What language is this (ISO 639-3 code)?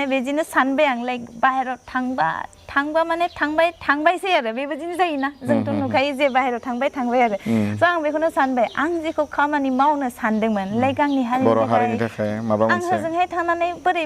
brx